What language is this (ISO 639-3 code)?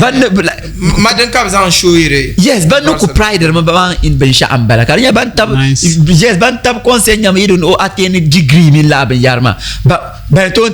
dag